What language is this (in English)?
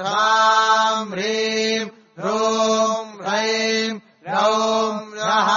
Sanskrit